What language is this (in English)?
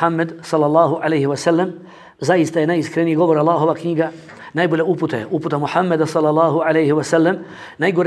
Bosnian